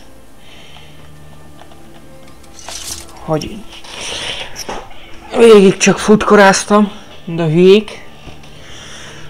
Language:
Hungarian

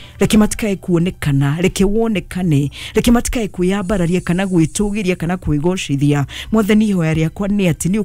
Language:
Kikuyu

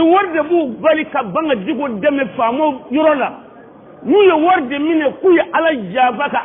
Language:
Bambara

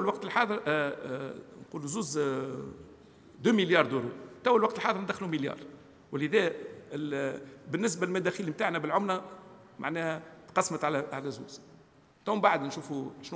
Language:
Tunisian Arabic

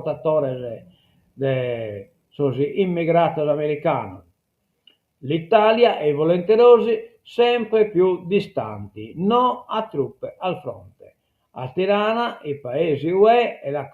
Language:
Sardinian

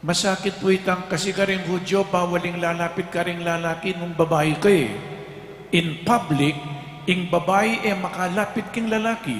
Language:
Pampanga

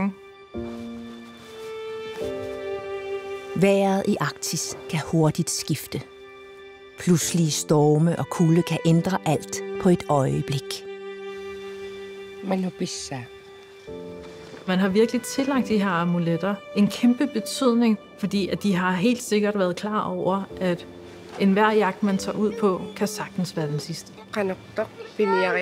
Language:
Danish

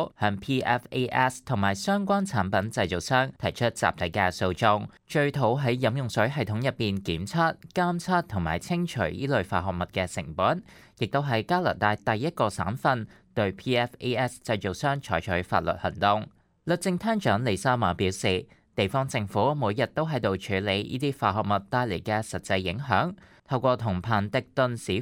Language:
Cantonese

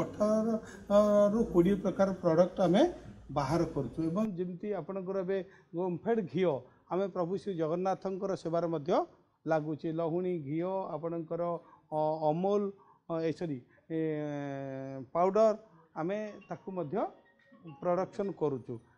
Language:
Odia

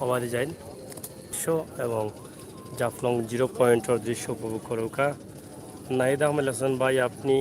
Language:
Sylheti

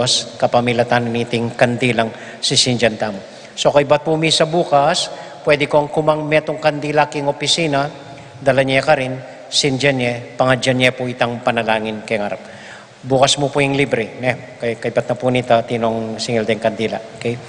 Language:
Pampanga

